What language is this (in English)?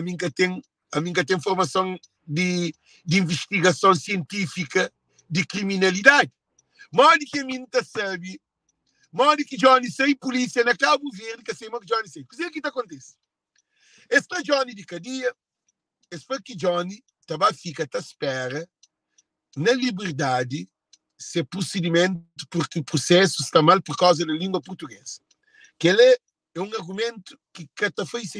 Kabuverdianu